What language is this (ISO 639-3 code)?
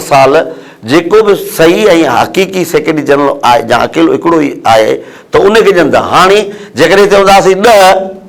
snd